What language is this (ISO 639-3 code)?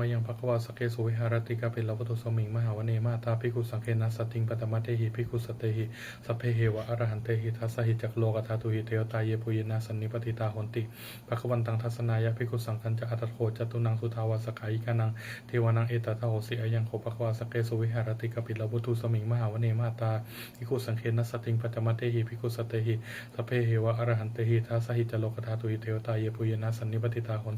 pli